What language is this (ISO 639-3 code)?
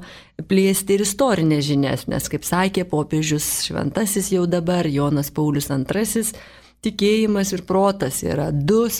lit